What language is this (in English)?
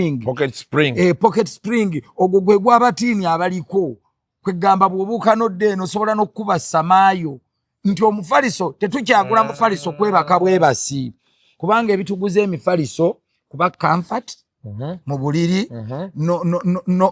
Ganda